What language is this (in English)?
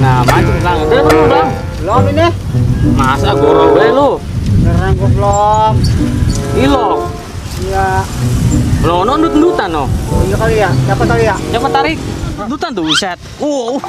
Betawi